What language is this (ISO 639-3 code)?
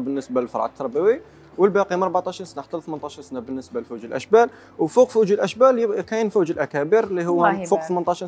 arq